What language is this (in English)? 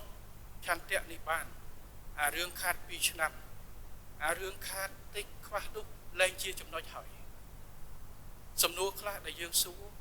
Khmer